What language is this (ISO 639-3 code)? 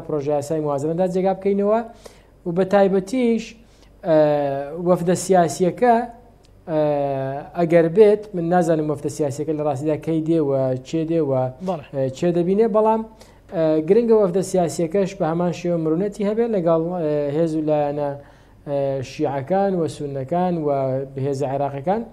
ckb